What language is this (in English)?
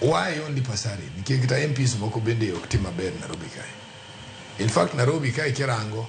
Luo (Kenya and Tanzania)